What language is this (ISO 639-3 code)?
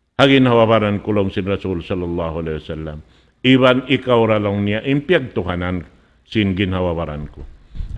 tsg